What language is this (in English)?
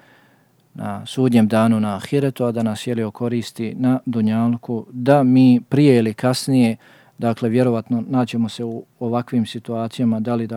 Bosnian